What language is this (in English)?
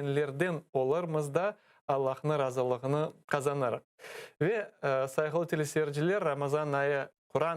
Crimean Tatar